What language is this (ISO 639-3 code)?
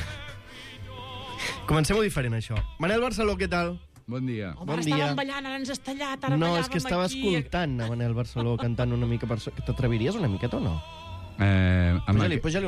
cat